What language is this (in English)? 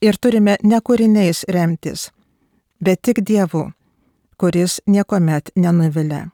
Lithuanian